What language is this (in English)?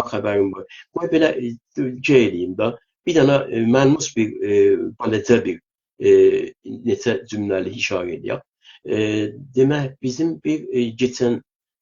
South Azerbaijani